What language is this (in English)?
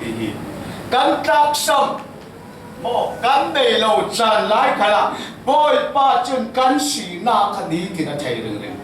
Falam Chin